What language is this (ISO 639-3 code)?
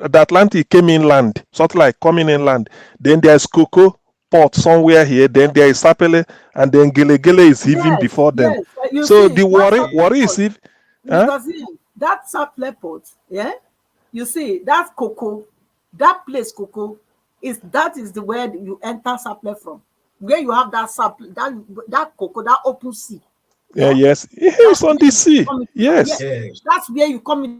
pcm